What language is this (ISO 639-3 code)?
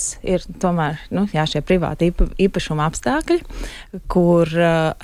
lav